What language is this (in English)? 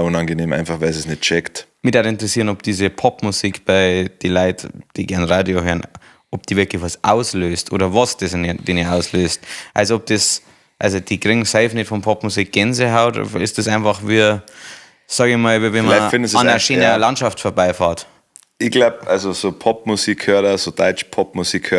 Bavarian